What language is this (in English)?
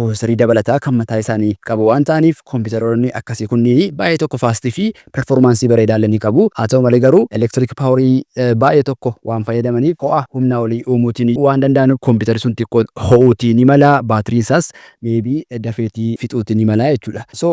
Oromo